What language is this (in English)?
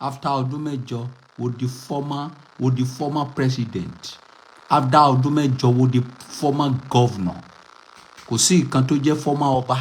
Yoruba